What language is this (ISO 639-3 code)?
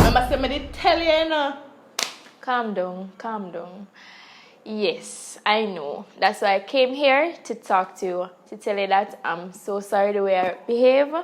jam